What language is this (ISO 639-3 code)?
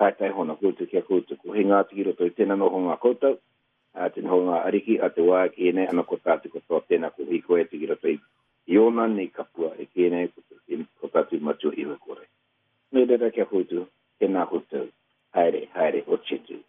mri